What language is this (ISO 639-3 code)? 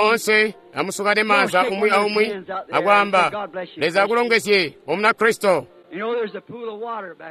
toi